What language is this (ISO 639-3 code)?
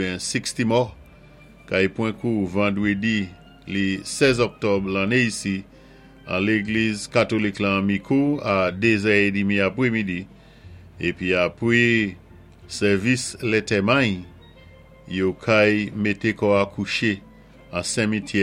acf